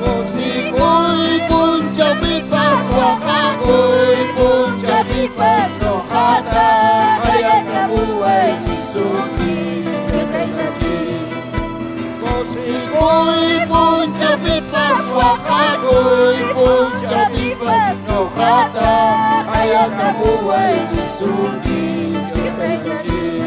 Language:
Ayacucho Quechua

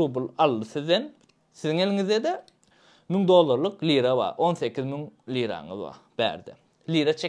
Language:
Turkmen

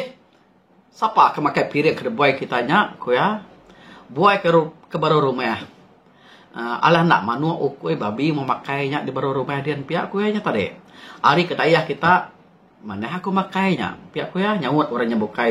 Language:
Iban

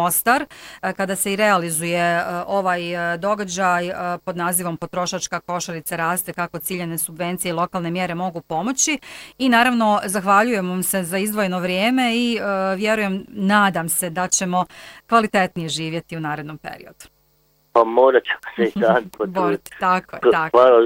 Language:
Bosnian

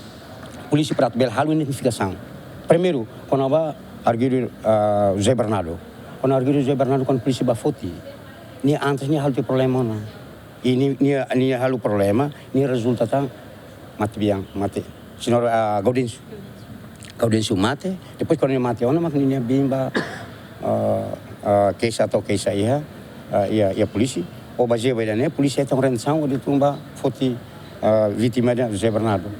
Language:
Tetum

